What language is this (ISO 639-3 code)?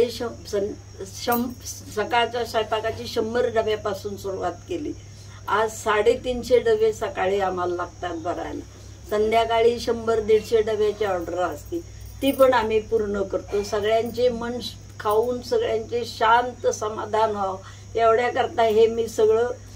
mar